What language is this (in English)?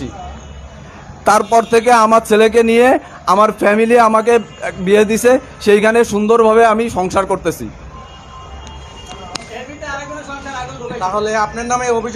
Bangla